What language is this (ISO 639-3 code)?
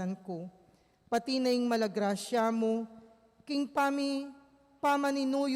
pam